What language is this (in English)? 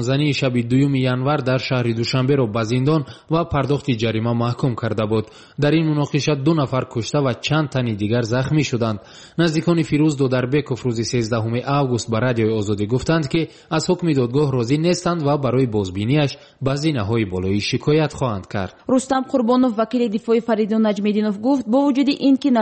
Tajik